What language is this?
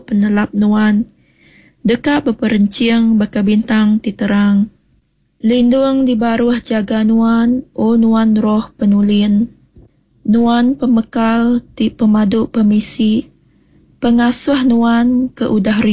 Iban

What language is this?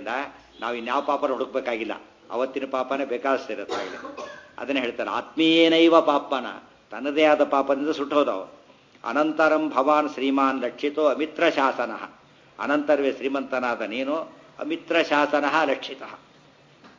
Kannada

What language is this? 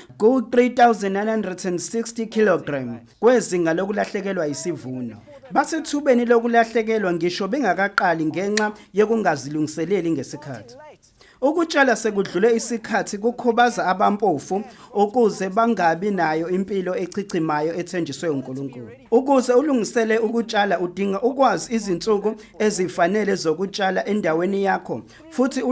Zulu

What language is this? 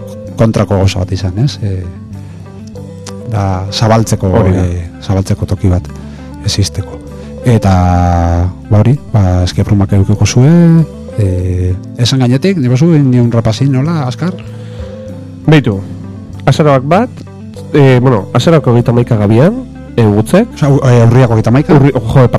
Basque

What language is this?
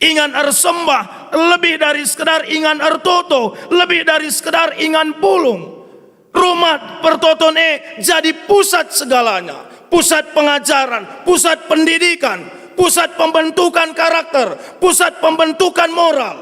Batak Karo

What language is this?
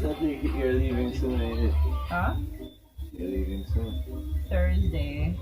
Jamaican Creole English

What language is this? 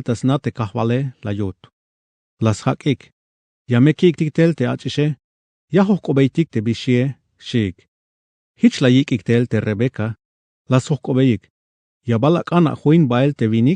Tzeltal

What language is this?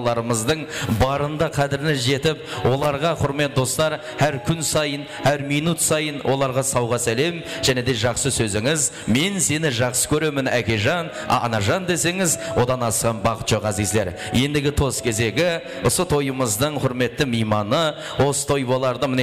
Kara-Kalpak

